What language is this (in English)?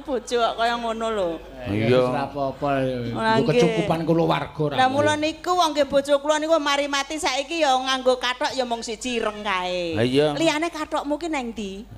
Javanese